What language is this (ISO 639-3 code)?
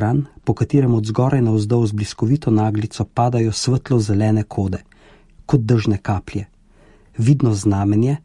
slv